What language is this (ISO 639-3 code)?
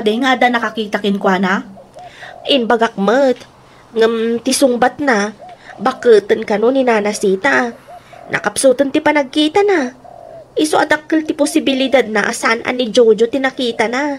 ilo